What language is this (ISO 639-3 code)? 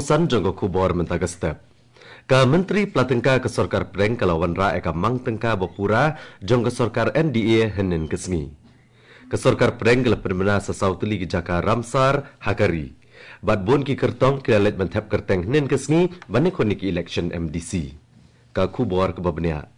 kha